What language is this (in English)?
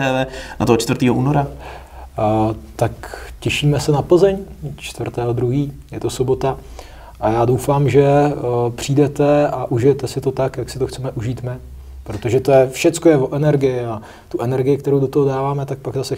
Czech